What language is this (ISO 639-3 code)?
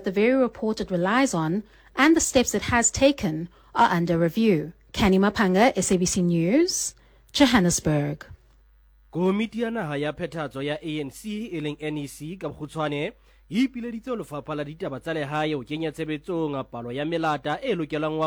sot